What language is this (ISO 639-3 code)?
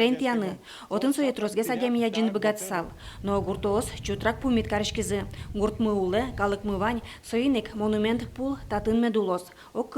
udm